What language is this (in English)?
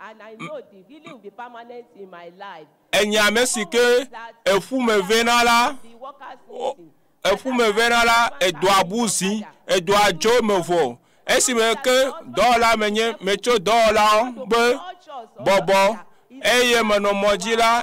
Ewe